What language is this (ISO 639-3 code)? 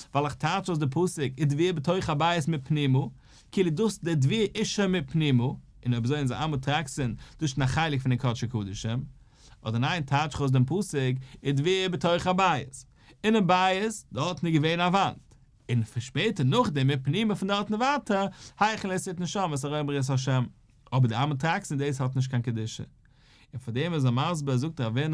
yid